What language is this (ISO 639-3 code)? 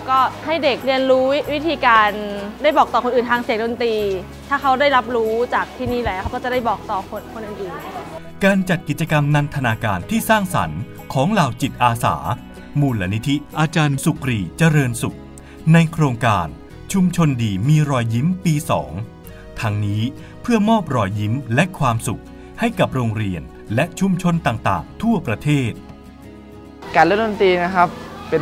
tha